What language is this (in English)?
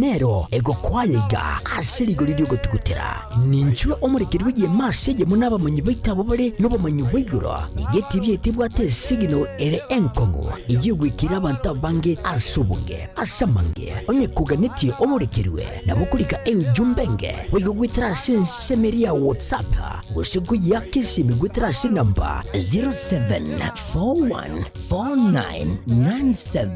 Gusii